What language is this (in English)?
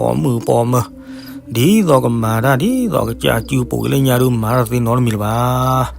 S'gaw Karen